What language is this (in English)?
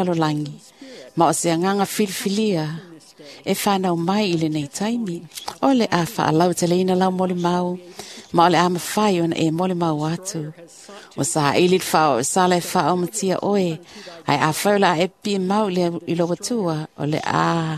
Samoan